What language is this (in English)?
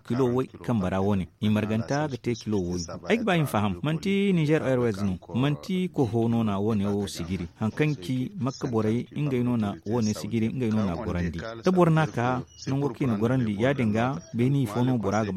Zarma